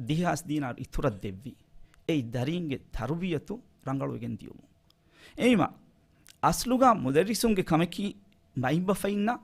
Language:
Divehi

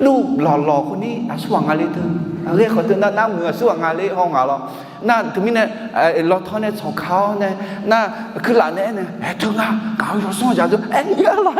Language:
Akha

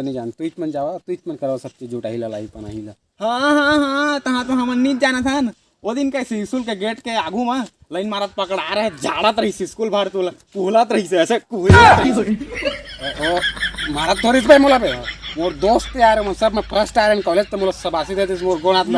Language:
Chhattisgarhi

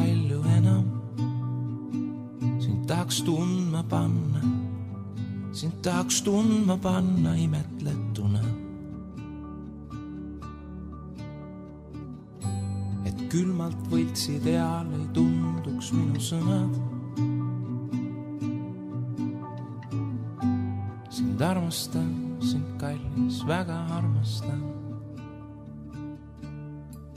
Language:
Estonian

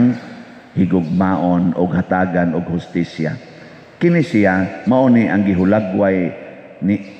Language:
Cebuano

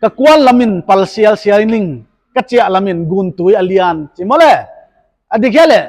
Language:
Paite Chin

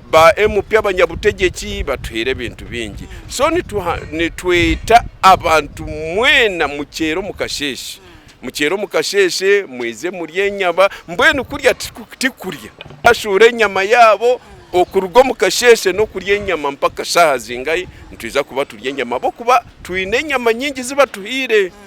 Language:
Nyankole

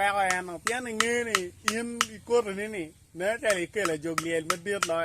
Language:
Acoli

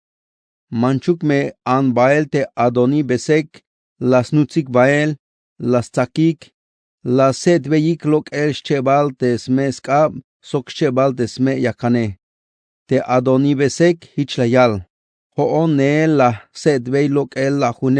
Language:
Tzeltal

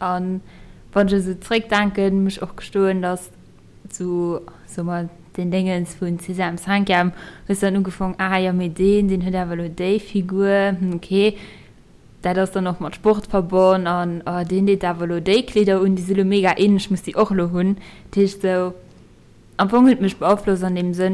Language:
Luxembourgish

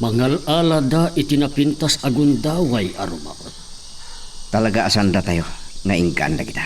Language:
Iloko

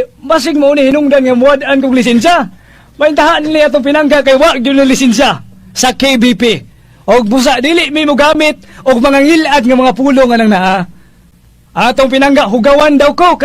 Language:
Cebuano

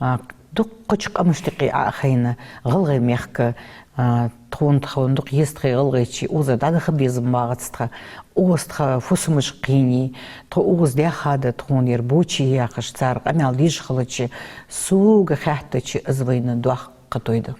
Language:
Ingush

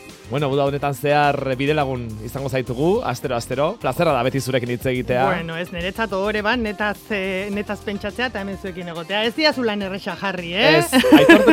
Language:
Basque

